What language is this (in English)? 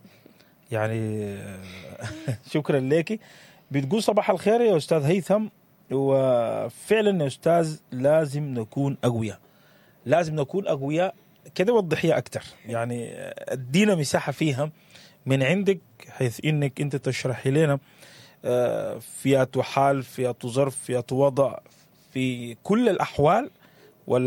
Sudanese Arabic